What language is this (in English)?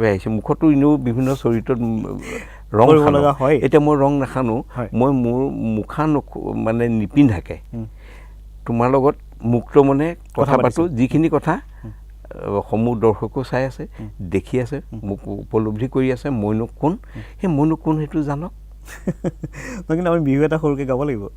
Assamese